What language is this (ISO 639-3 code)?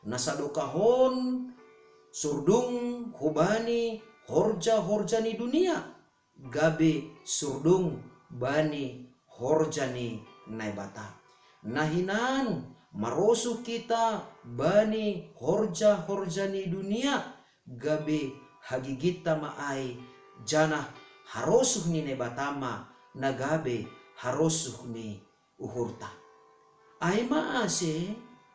bts